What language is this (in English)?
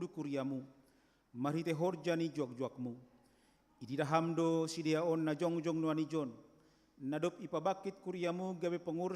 Batak Simalungun